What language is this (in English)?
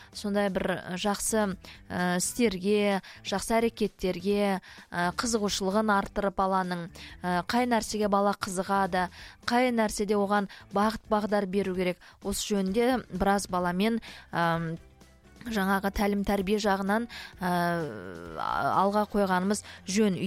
Kazakh